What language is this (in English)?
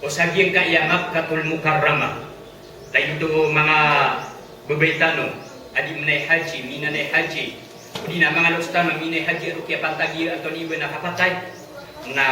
Maranao